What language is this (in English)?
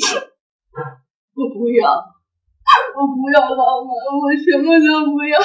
Chinese